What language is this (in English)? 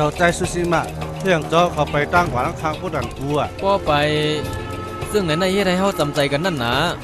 Shan